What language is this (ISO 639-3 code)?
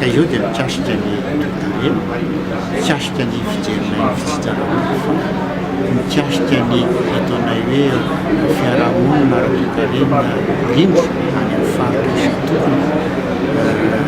mlg